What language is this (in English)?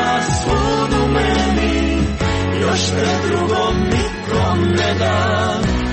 Croatian